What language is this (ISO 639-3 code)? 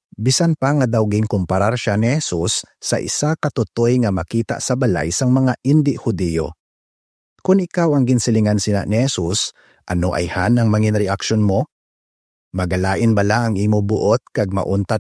hil